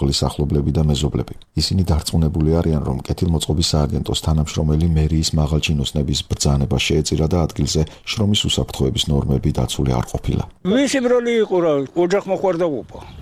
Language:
Georgian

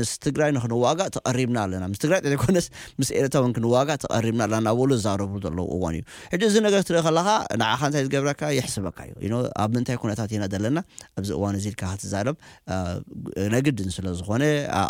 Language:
Tigrinya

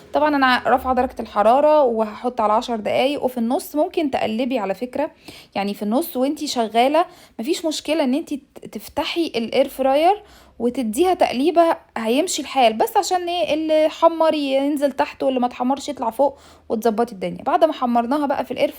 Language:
Egyptian Arabic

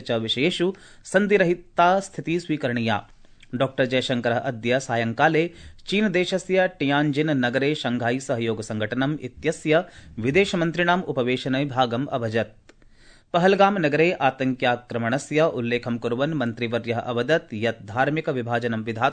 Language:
Sanskrit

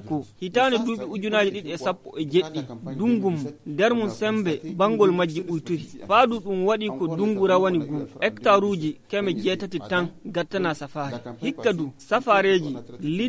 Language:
Nigerian Fulfulde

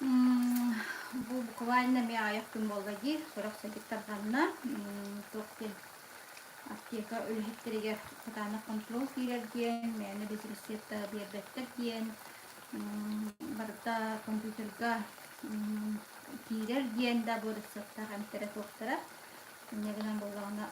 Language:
Yakut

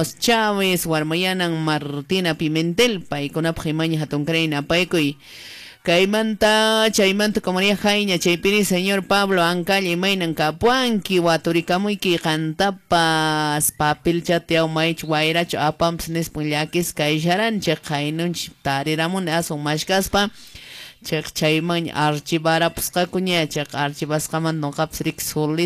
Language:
Quechua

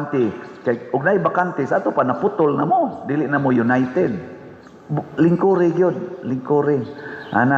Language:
Cebuano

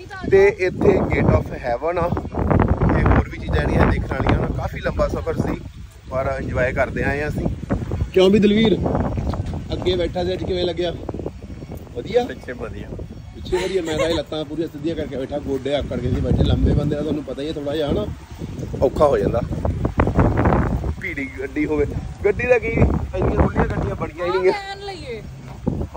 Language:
Punjabi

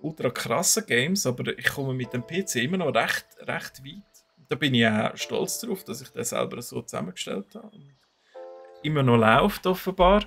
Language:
Swiss German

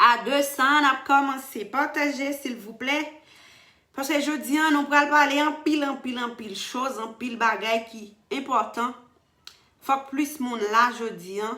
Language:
Haitian Creole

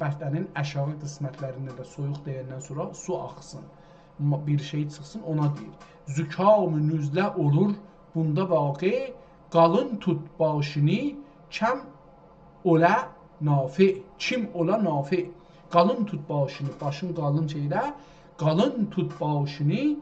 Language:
South Azerbaijani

